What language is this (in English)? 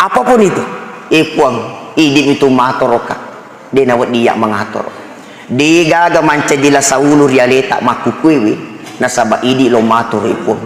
Buginese